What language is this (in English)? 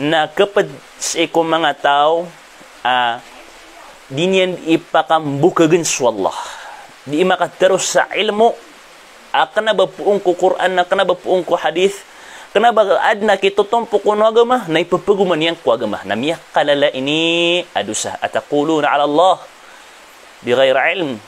Maranao